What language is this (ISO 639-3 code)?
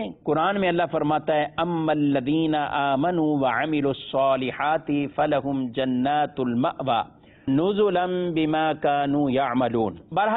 urd